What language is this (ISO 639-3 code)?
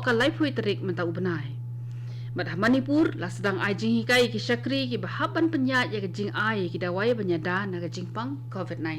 kha